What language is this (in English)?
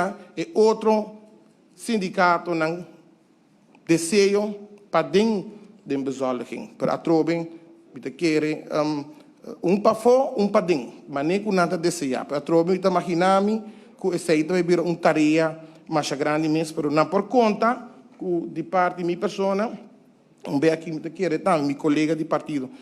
Papiamento